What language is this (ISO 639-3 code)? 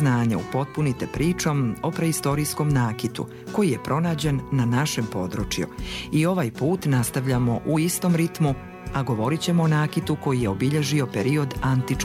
hrv